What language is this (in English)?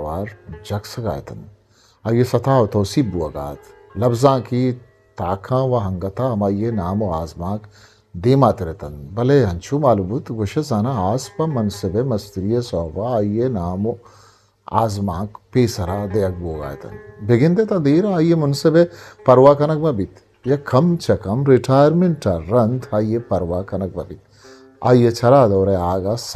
Eastern Balochi